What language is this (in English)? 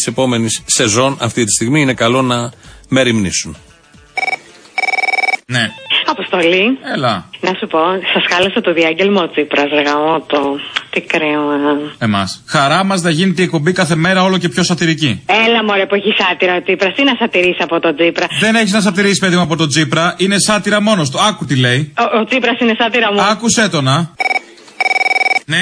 Greek